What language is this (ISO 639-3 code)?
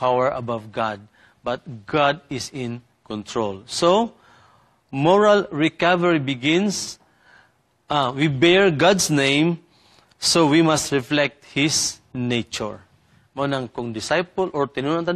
ceb